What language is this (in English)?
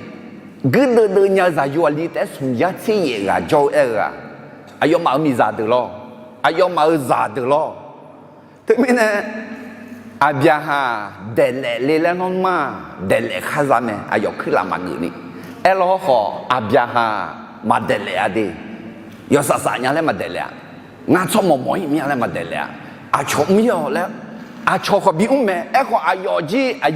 Akha